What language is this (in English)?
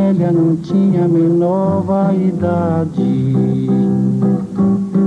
Portuguese